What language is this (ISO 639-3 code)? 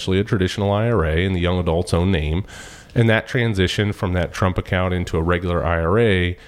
eng